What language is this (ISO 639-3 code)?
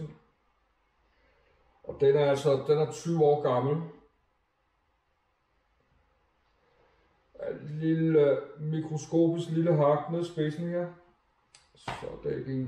dan